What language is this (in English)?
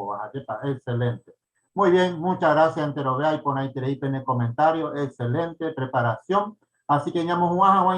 Guarani